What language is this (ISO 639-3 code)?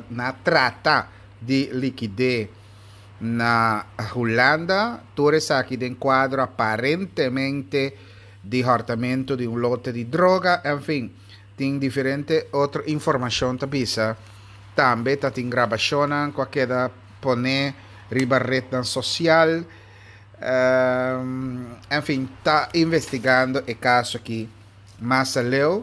pap